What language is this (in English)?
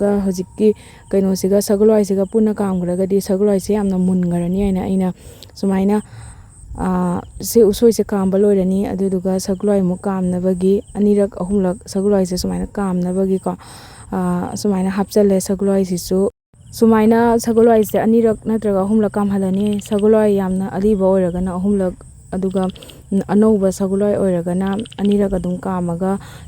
Manipuri